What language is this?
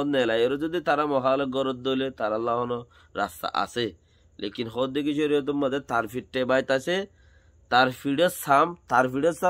Rohingya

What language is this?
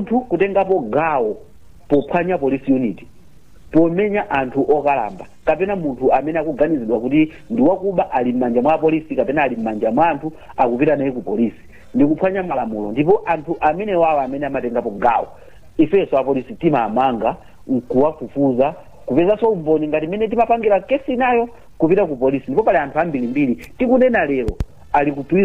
Nyanja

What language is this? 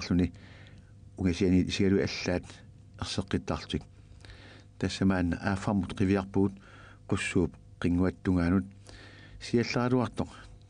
Kalaallisut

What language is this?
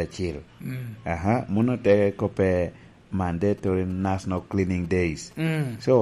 Lango (Uganda)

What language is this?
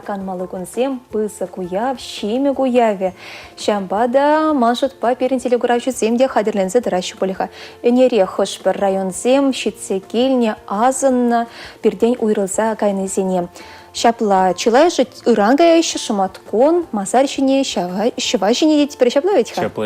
Chuvash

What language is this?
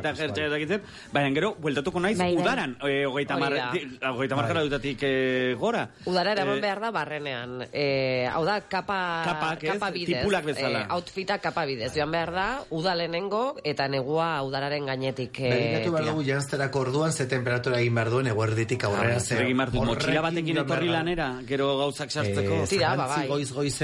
Basque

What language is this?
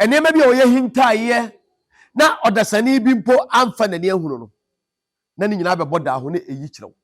Akan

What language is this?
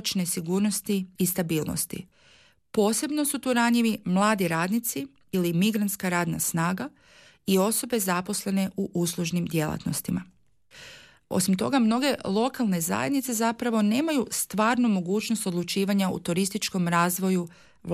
Croatian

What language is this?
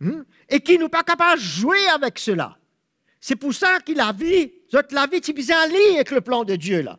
Morisyen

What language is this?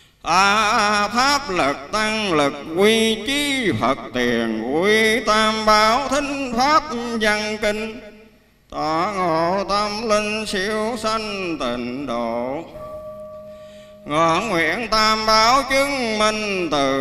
Vietnamese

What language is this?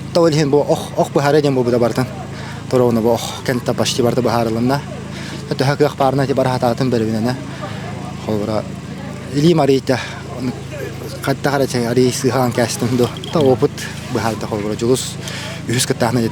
Yakut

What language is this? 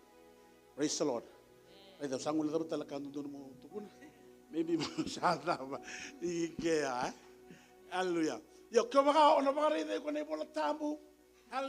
Fijian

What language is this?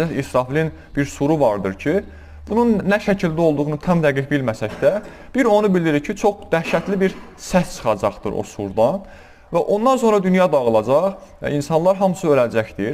Azerbaijani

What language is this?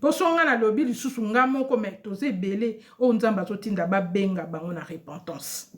Lingala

